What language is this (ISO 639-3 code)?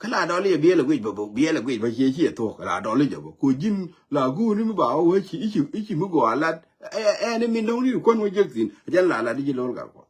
nus